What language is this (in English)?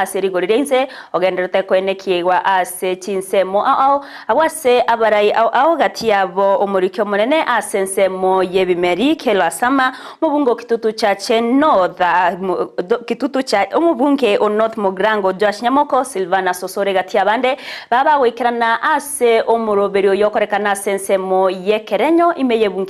Gusii